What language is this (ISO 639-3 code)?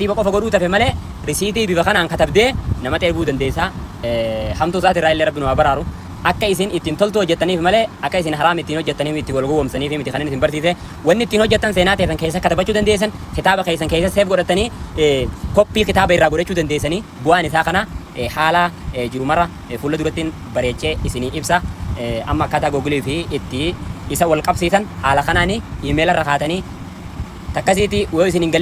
orm